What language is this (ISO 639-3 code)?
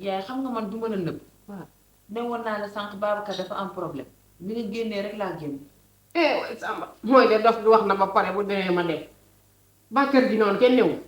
wol